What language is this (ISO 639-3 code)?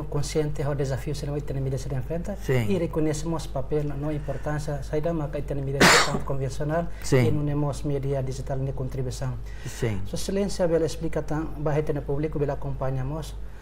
tet